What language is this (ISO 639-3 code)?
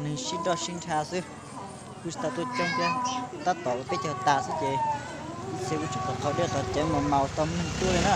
hmn